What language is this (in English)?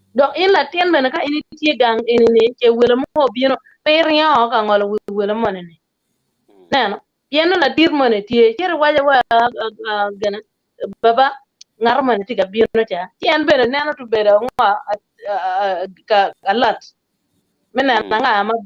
Acoli